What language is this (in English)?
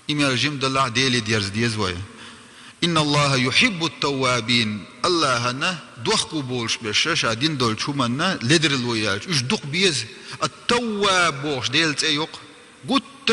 Chechen